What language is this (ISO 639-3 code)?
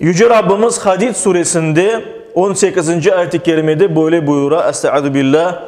crh